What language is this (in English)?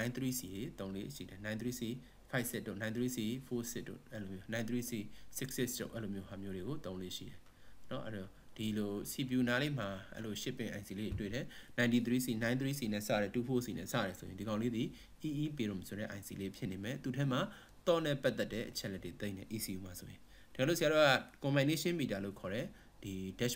Burmese